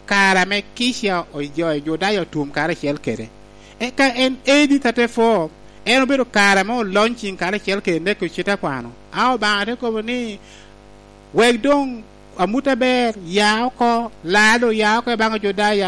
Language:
Lango (Uganda)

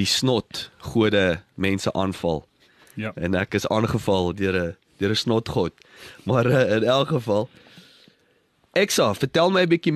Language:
Afrikaans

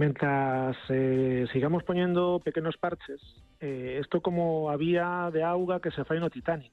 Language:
Galician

